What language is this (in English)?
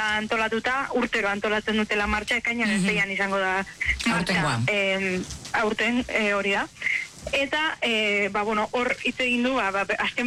Basque